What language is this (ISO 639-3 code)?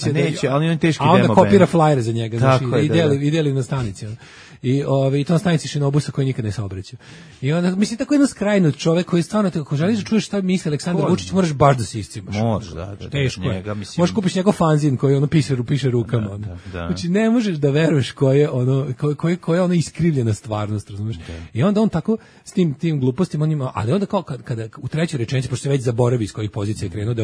srp